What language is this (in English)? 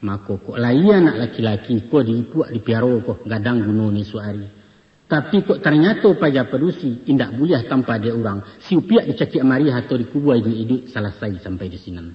Minangkabau